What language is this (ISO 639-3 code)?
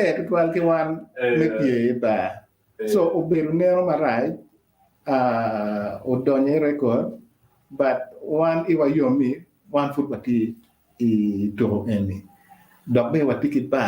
ach